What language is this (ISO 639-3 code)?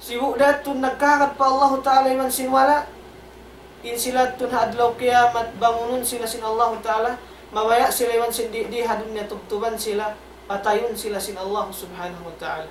tsg